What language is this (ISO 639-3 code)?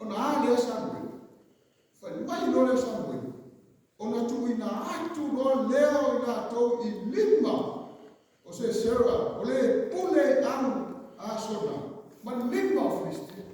smo